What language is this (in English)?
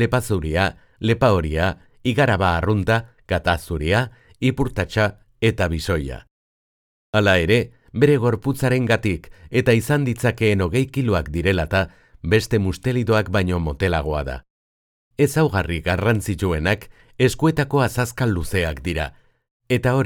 Basque